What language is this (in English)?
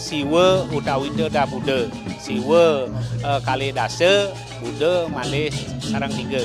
Balinese